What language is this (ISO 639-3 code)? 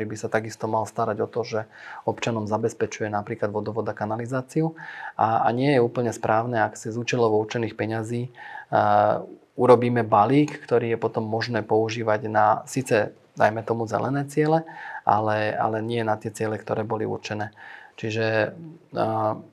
slk